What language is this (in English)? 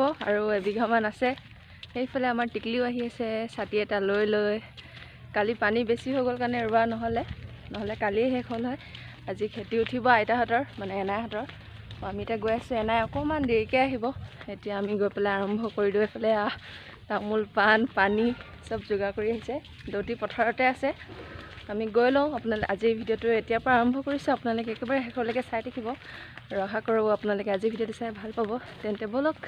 Assamese